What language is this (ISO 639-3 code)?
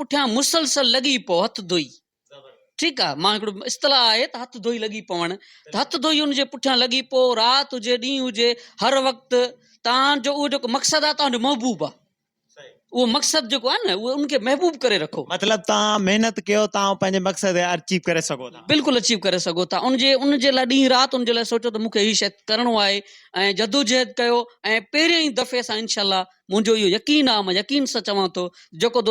snd